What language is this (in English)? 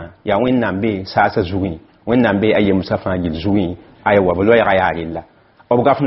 Mossi